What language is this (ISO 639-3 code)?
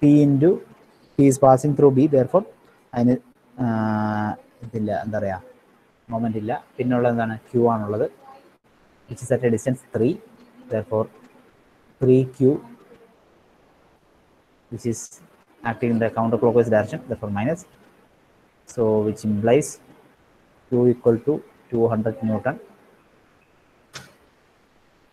mal